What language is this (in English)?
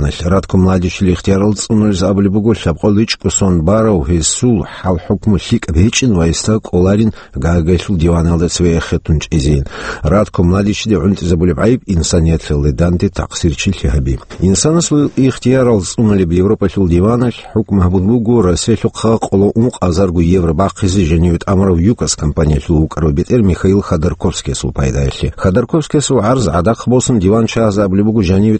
Avaric